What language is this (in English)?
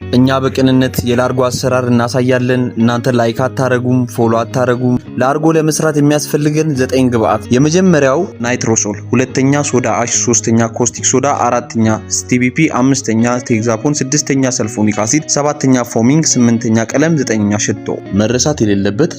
Amharic